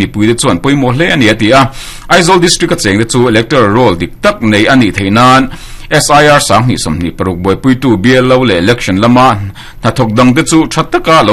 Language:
Mizo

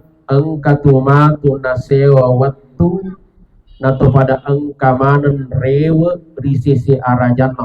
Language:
Buginese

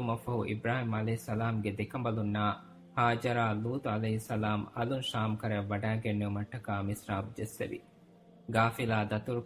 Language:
Divehi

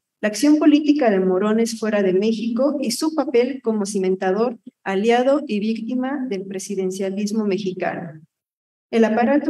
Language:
Spanish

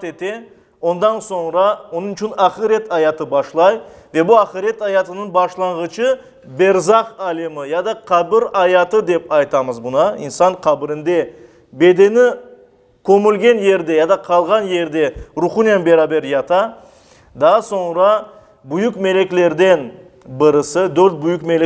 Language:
Crimean Tatar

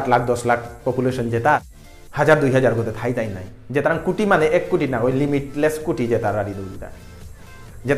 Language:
Bishnupriya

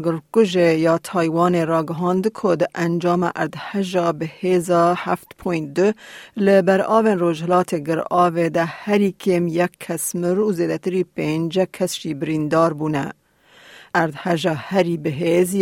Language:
Kurdish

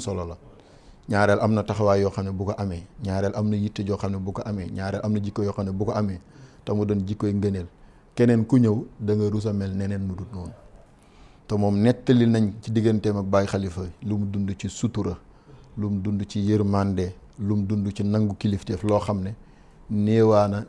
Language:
Wolof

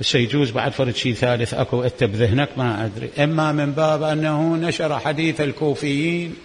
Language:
Mesopotamian Arabic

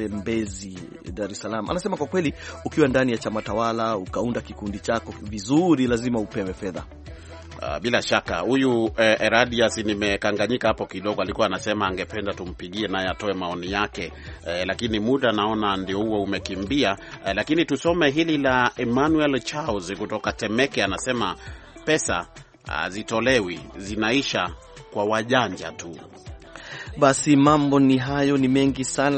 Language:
Swahili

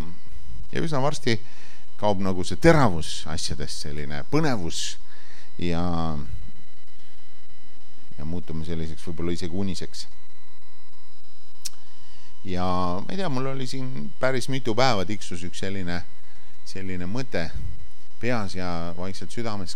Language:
Estonian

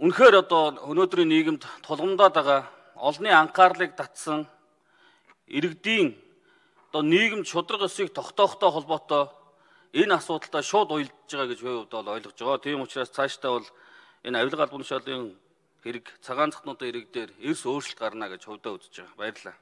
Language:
Mongolian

